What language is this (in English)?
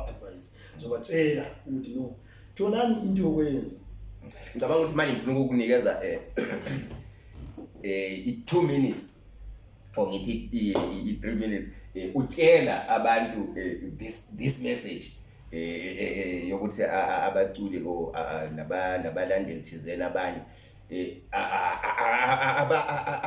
Zulu